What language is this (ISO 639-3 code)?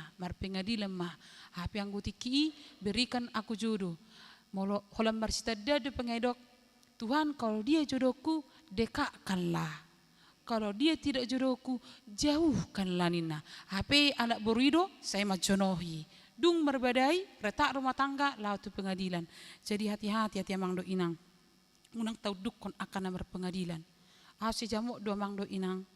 bbc